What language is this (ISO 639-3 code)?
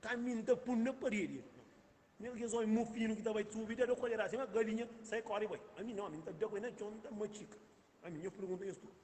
kea